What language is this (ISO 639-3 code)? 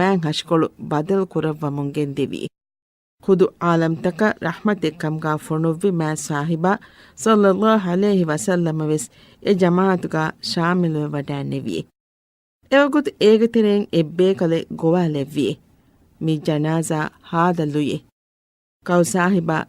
div